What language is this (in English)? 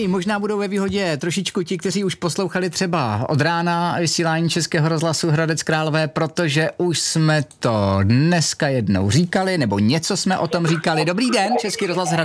Czech